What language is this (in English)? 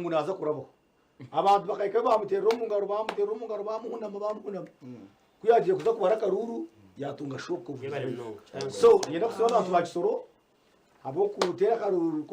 Nyankole